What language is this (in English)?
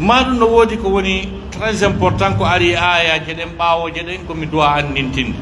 Pular